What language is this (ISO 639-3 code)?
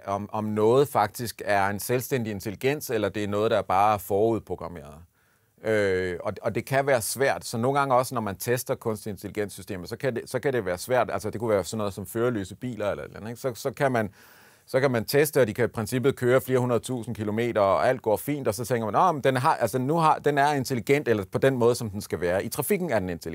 dan